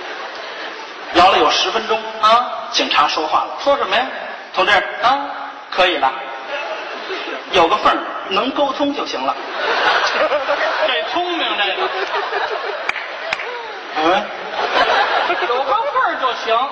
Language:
Chinese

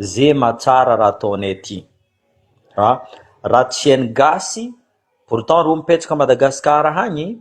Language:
Malagasy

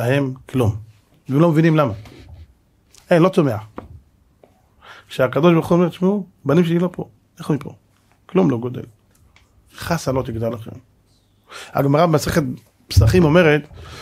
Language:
Hebrew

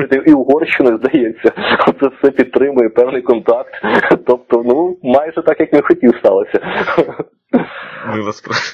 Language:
Ukrainian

